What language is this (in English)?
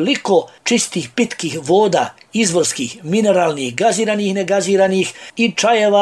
Bosnian